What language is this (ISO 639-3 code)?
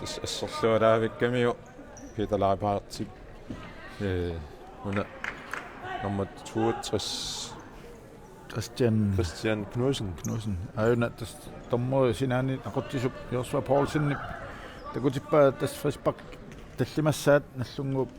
kal